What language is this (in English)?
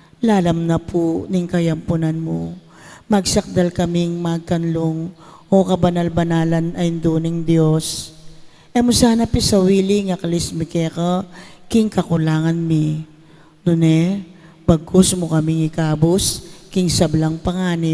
Pampanga